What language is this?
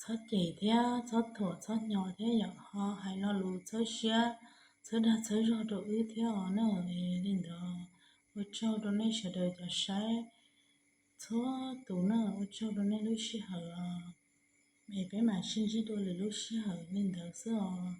Hmong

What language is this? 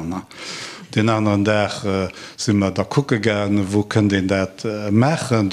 Luxembourgish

